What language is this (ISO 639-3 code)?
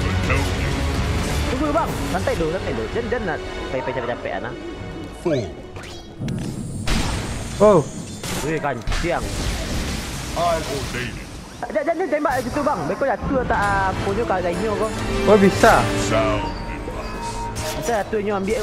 msa